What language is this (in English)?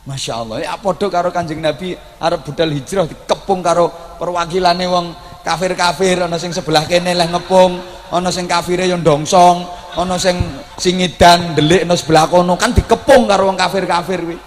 Javanese